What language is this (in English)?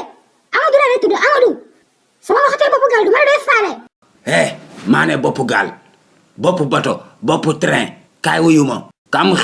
Wolof